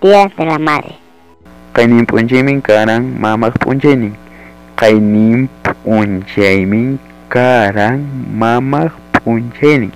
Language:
Ayacucho Quechua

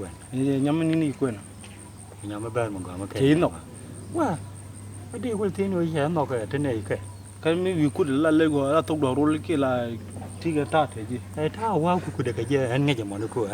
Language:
Nuer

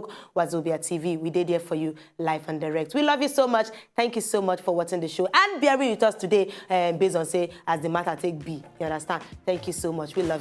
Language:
Nigerian Pidgin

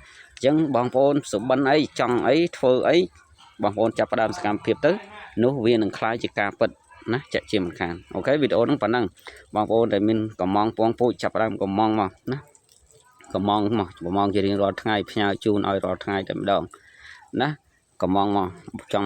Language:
Khmer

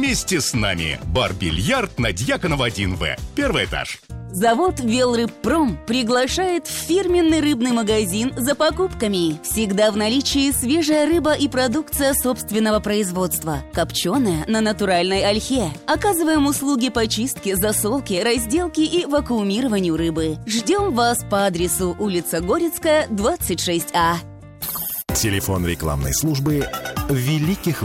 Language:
Russian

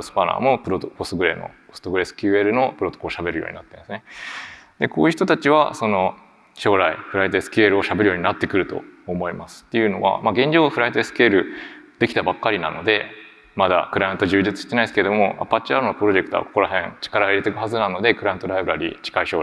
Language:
Japanese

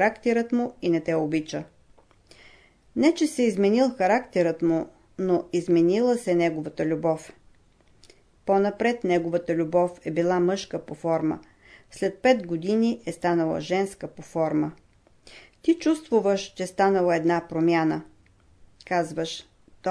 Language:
Bulgarian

